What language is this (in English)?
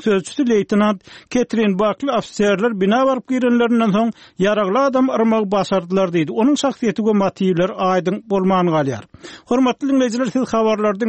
Turkmen